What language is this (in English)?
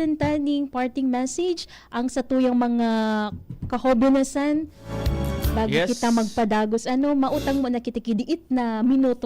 Bikol